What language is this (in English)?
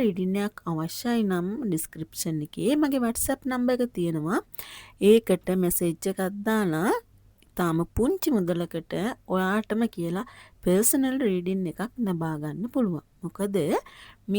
Sinhala